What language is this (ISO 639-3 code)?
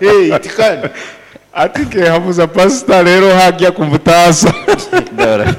nyo